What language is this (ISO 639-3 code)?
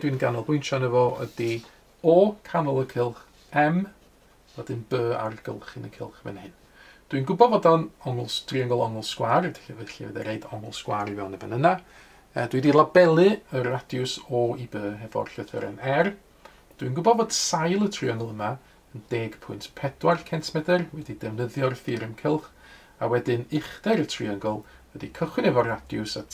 cym